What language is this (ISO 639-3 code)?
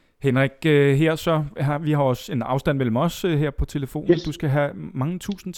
dan